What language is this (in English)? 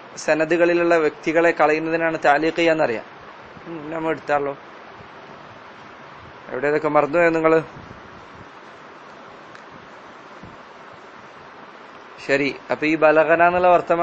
Malayalam